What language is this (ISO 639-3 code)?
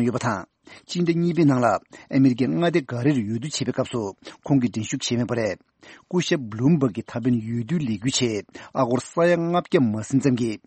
bod